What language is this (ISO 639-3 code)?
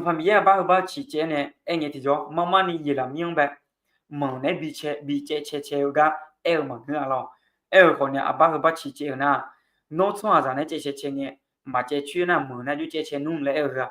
ahk